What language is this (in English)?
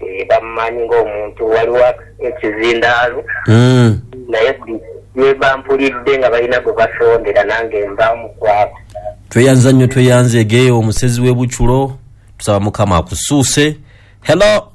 Ganda